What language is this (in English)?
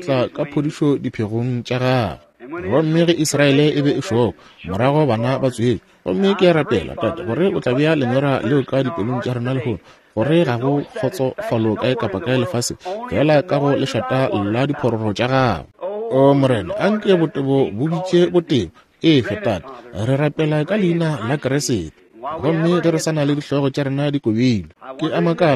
Northern Sotho